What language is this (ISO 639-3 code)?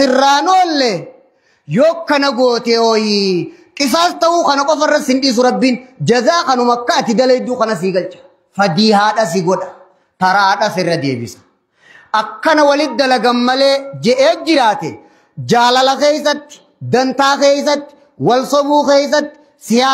orm